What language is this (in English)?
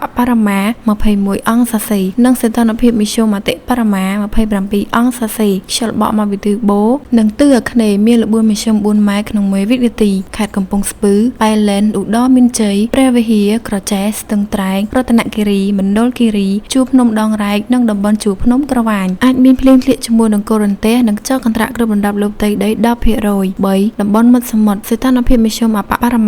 Khmer